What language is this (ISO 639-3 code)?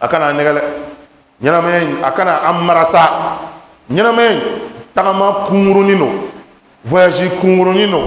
bam